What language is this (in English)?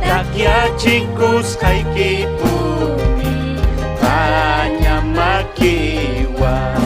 Ayacucho Quechua